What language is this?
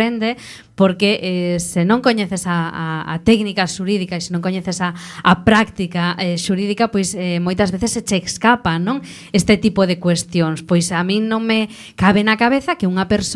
Galician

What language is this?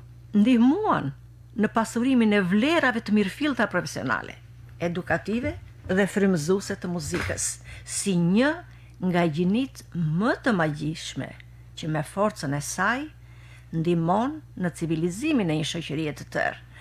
Albanian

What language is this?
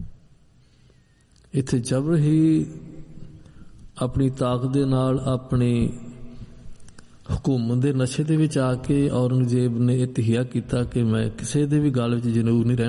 Punjabi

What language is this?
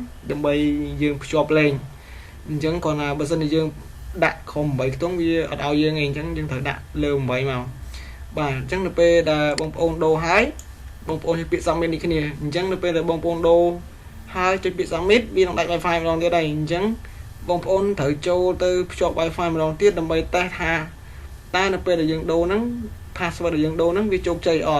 Khmer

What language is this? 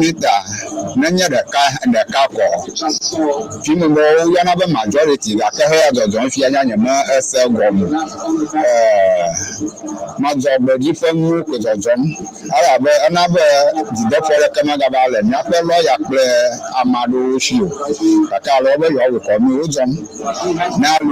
Ewe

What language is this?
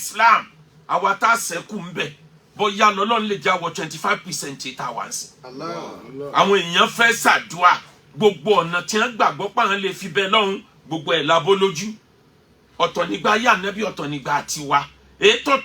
Yoruba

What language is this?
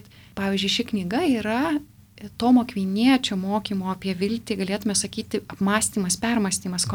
Lithuanian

